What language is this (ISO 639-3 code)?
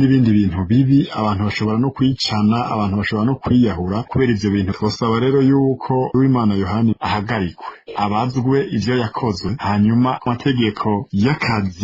run